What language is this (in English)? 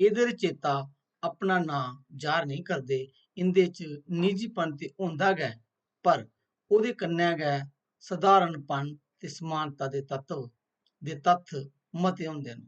Dogri